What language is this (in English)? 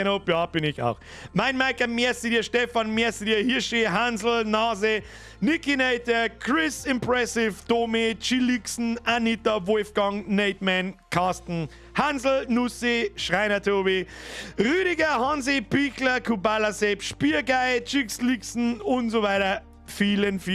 Bavarian